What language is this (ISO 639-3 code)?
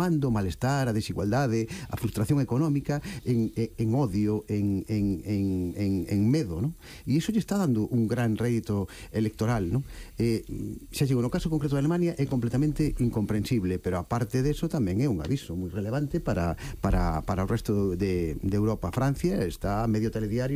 glg